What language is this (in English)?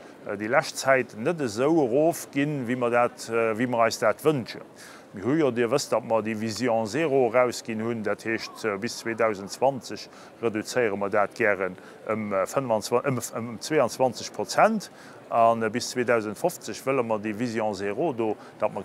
Luxembourgish